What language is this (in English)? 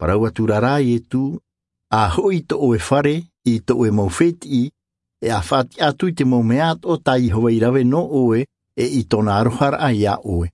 Tahitian